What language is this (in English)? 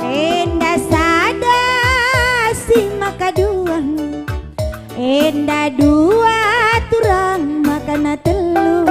Batak Karo